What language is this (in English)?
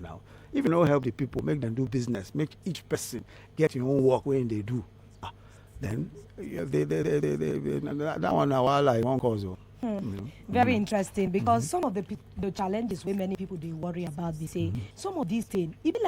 Nigerian Pidgin